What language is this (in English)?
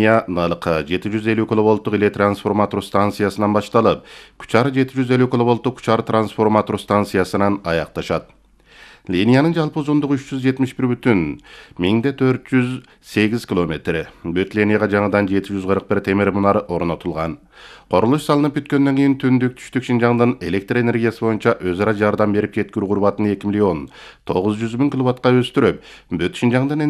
Kyrgyz